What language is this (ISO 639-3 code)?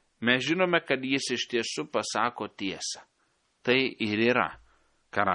lit